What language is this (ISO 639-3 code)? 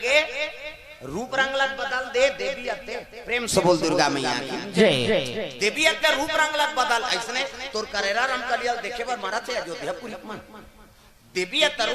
hne